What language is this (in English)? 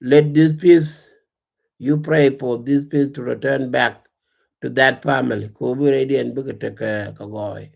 Nuer